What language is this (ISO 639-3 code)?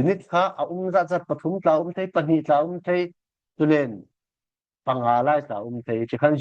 cfm